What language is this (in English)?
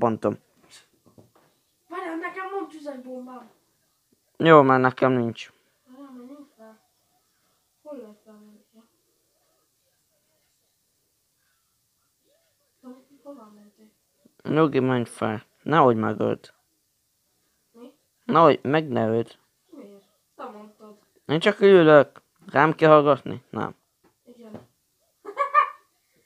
Hungarian